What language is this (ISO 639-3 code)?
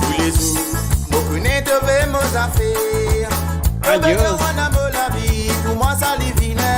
mfe